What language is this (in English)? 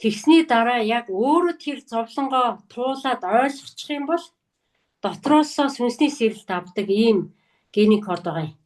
Mongolian